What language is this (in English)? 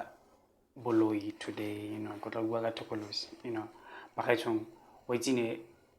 Tswana